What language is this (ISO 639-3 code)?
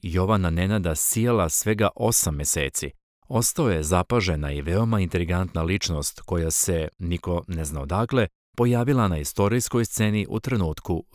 srp